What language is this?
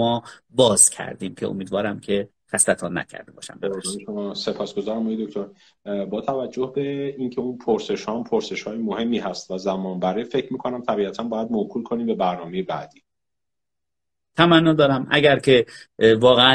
Persian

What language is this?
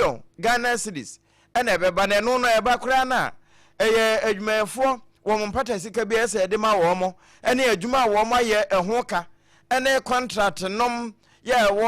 Akan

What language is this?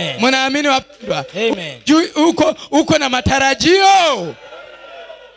Swahili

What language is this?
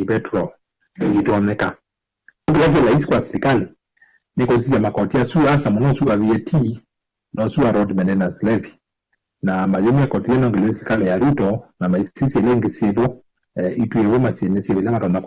Kamba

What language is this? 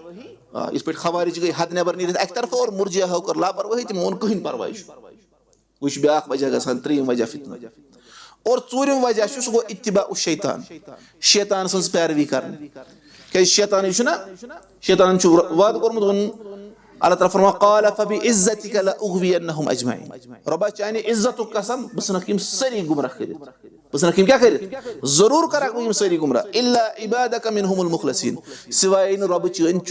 Kashmiri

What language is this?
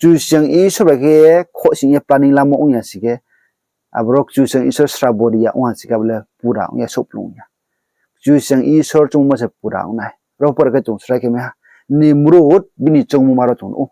Riang (India)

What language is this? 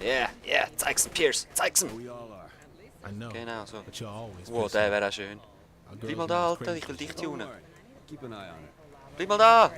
Swiss German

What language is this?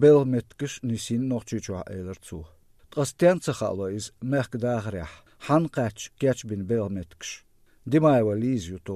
Chechen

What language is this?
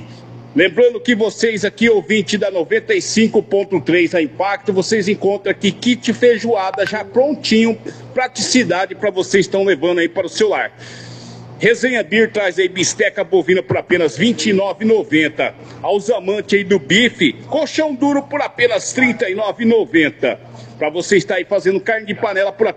Portuguese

